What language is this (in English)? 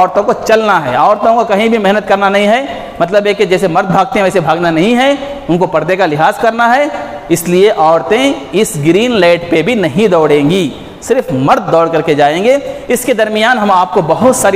Urdu